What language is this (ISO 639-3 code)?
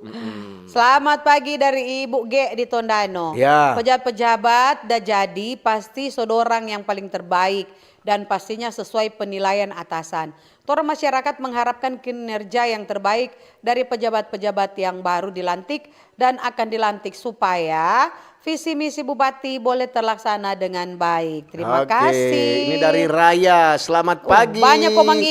xmm